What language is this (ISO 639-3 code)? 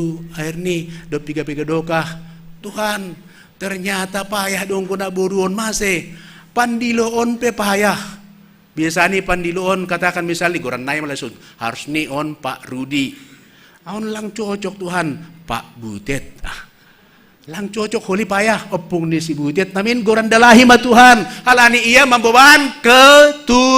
bts